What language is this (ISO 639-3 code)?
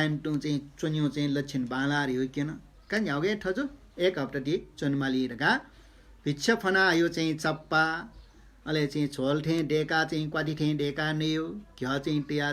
new